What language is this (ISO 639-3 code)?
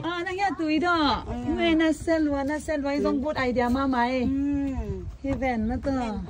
ctd